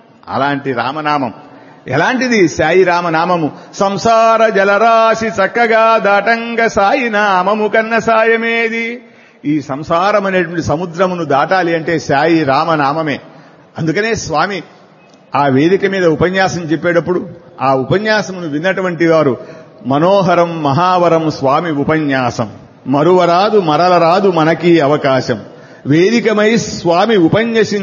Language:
Telugu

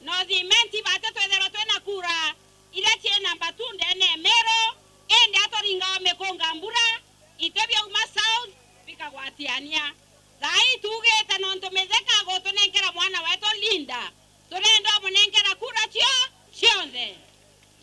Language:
Meru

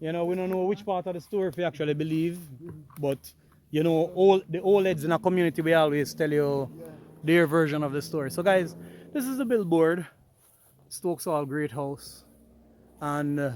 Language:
Jamaican Creole English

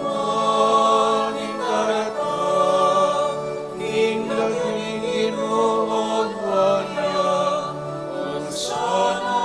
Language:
Pampanga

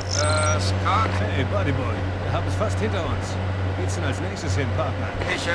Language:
Bavarian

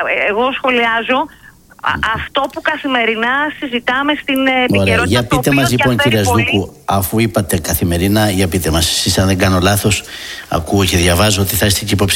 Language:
Greek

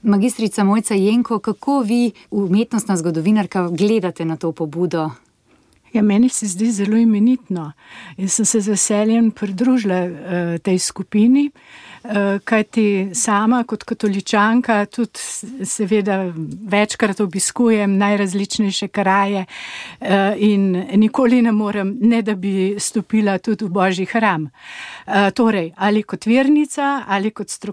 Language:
Slovenian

